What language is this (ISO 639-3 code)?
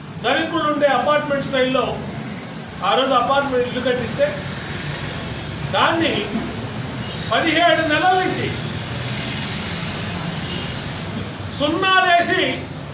tel